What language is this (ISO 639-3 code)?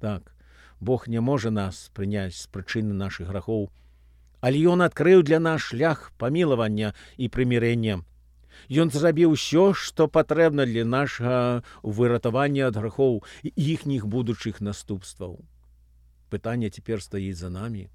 bel